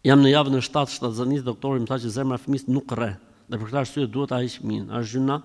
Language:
Albanian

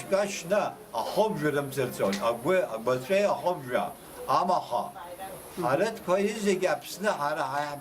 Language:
Abkhazian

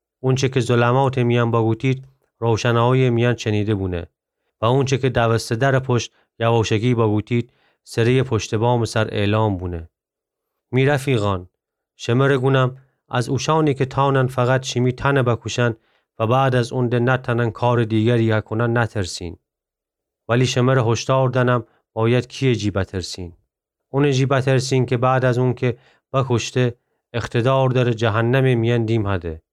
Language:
Gilaki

